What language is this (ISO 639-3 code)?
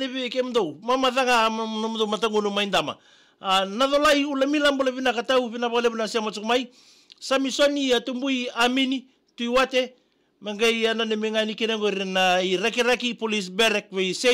fij